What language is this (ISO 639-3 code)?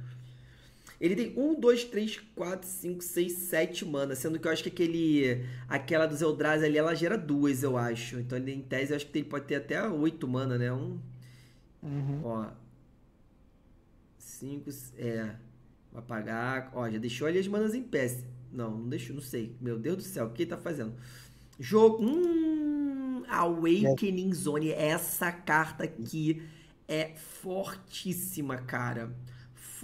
por